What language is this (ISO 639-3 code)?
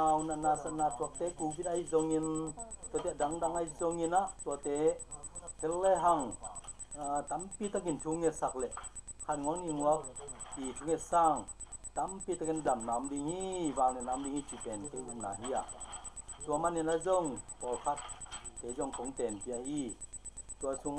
ctd